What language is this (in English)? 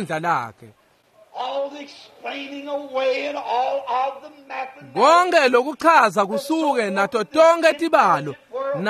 Swati